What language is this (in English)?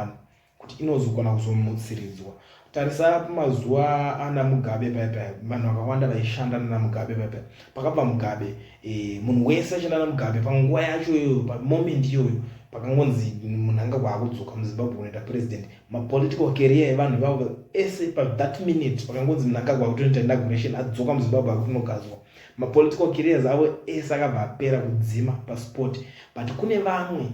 Shona